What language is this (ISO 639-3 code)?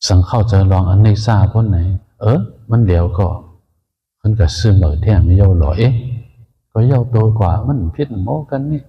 shn